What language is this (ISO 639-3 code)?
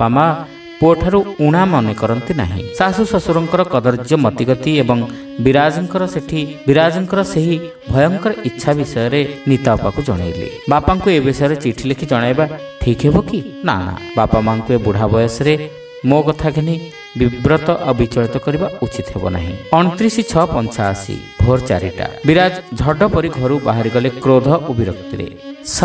ori